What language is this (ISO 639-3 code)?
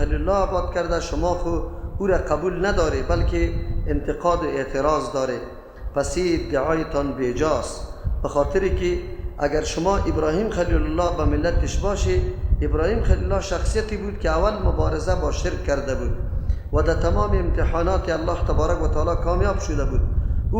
fas